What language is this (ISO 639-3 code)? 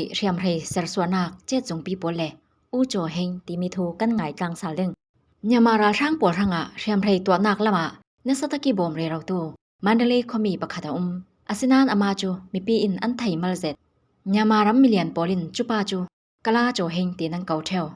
cfm